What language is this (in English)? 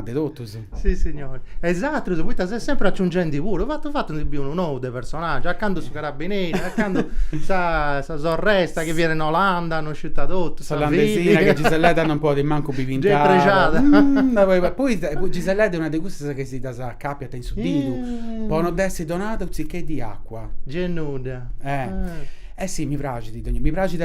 Sardinian